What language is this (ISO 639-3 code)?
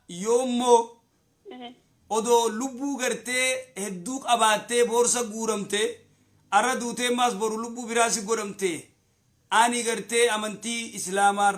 orm